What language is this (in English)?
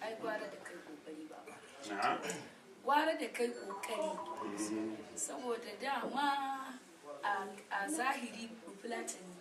Hausa